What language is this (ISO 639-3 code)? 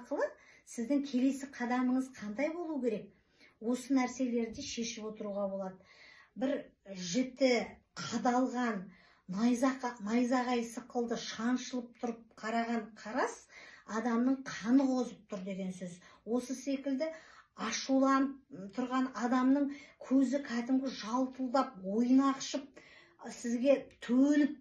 kaz